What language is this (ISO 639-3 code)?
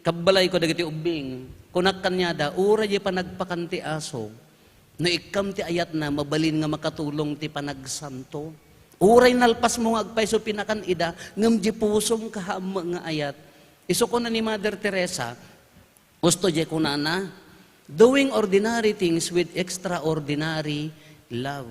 ilo